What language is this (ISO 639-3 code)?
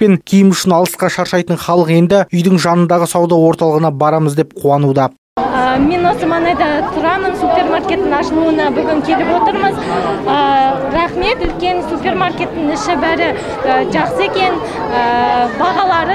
kaz